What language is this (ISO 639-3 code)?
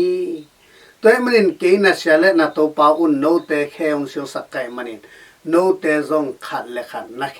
ctd